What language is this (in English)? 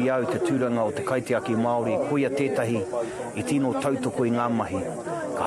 Māori